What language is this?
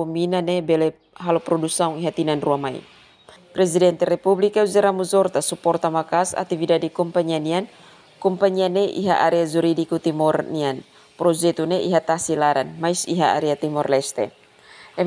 Tetum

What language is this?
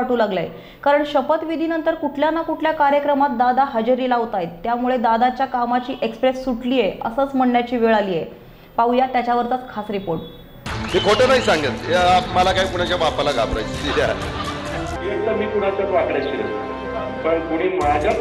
Marathi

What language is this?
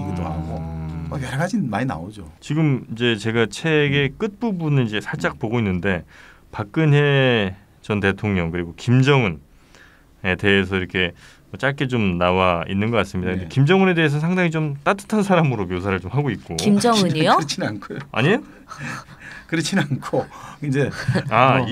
Korean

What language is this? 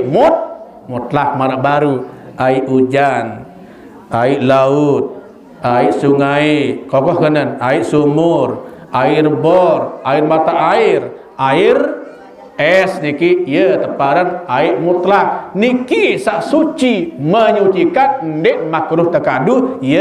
Sasak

